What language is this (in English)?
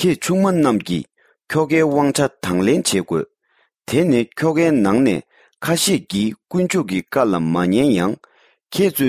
Tibetan